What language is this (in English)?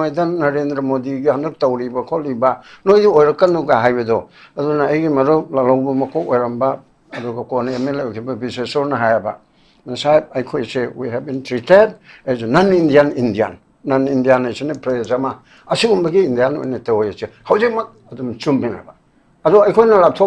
Manipuri